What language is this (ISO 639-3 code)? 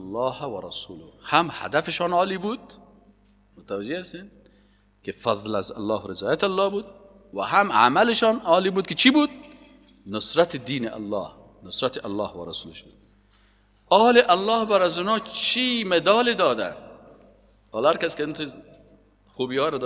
fas